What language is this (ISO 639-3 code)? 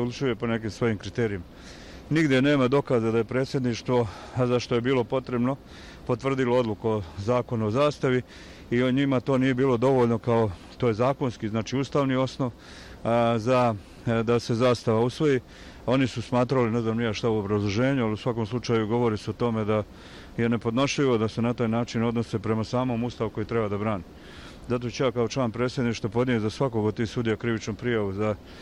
bos